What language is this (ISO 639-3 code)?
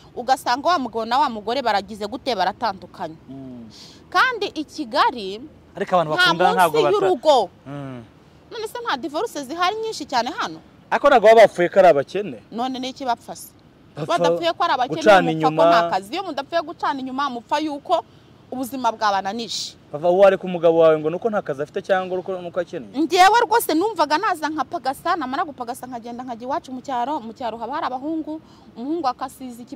kin